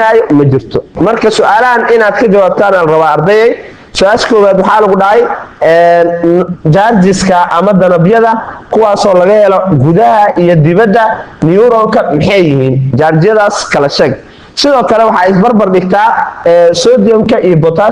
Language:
Somali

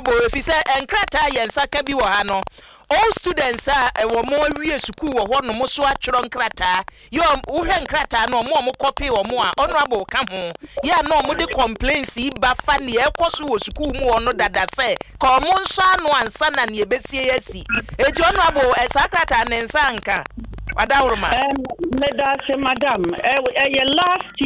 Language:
Akan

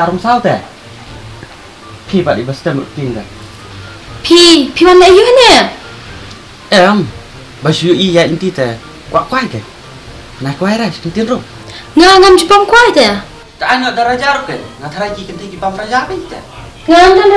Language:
Khasi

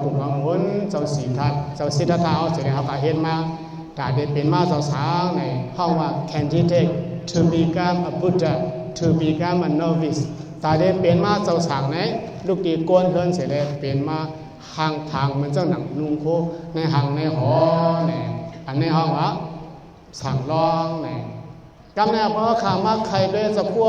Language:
Shan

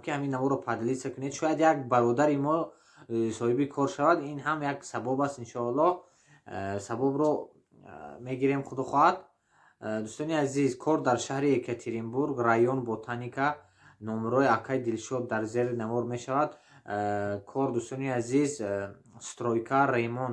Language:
Tajik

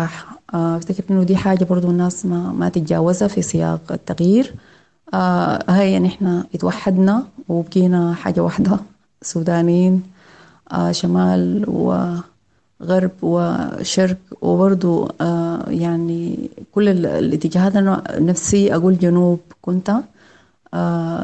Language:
Sudanese Arabic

